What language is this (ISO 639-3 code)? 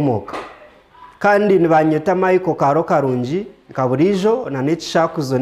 nyn